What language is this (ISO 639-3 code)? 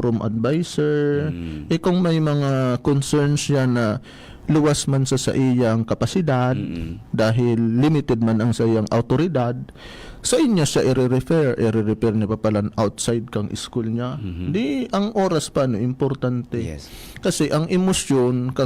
bik